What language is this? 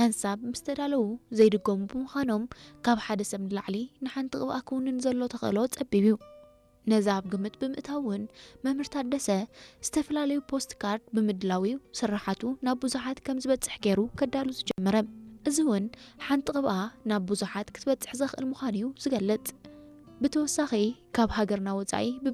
Tigrinya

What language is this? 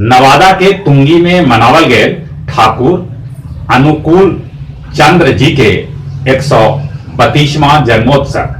Magahi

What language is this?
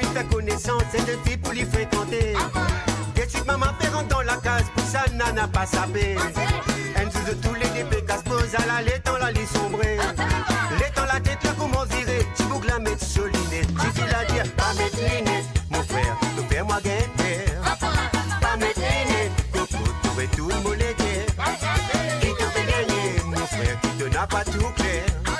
Morisyen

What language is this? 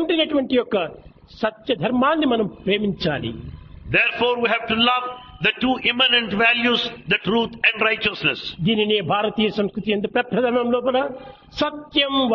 Telugu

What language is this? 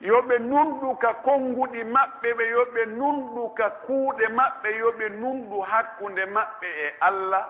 Pular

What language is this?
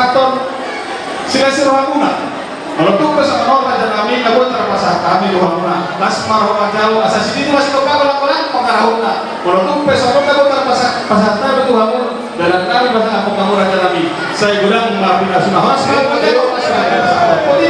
Batak Toba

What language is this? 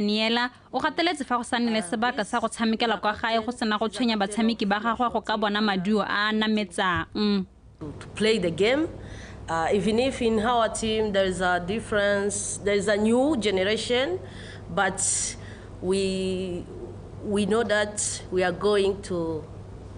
Tswana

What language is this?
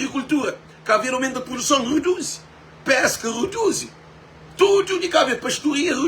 Kabuverdianu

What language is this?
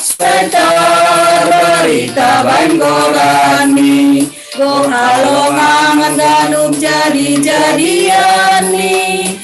Batak Simalungun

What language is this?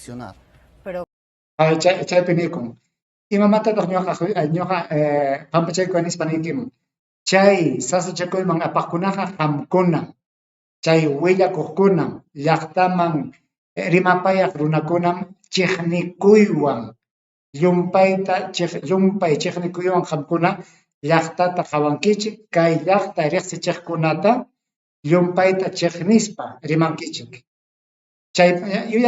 Ayacucho Quechua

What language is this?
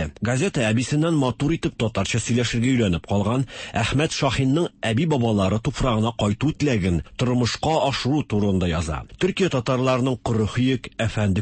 Tatar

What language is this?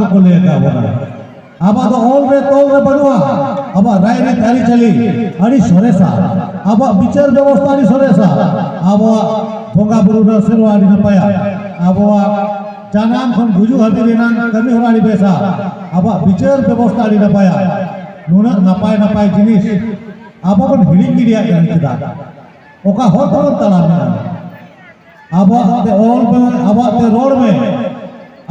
Santali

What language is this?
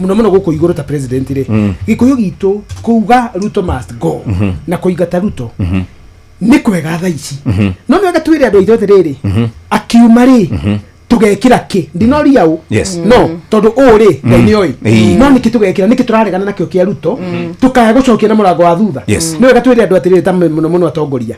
Kikuyu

